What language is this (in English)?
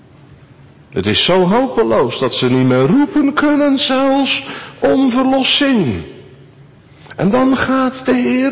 Dutch